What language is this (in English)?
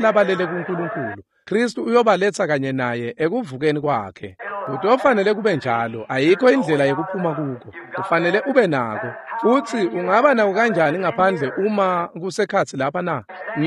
Swati